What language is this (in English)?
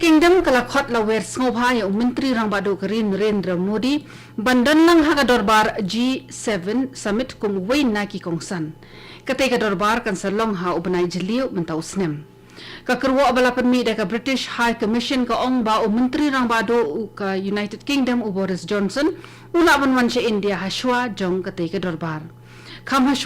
Khasi